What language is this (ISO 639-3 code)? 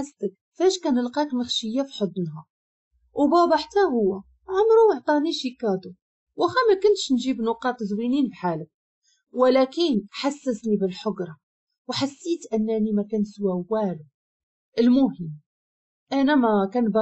ary